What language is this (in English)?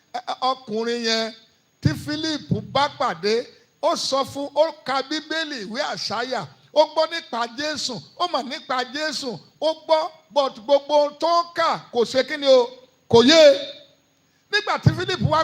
Yoruba